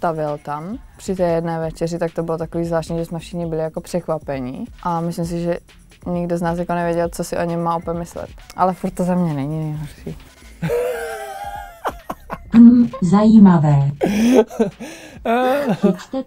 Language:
Czech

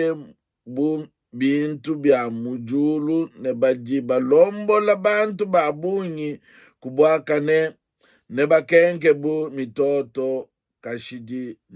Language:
Luba-Lulua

